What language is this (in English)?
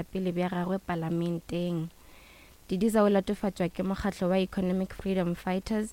Northern Sotho